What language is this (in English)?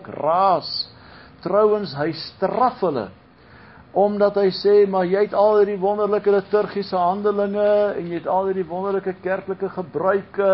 Afrikaans